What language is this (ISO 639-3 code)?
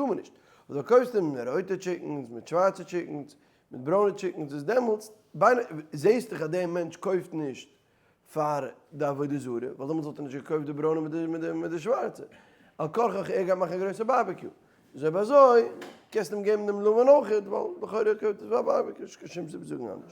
yid